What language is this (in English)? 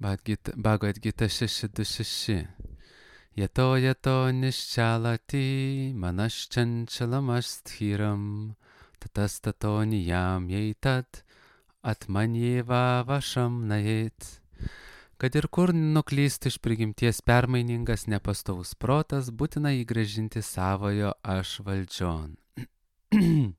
Lithuanian